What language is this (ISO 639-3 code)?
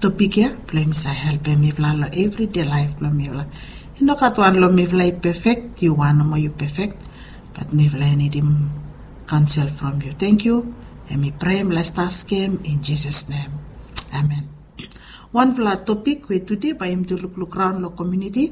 bis